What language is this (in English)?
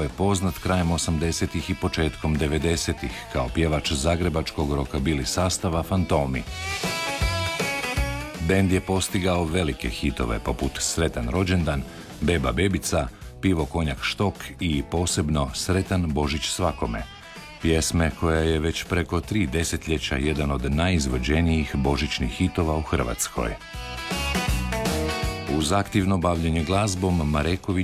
Croatian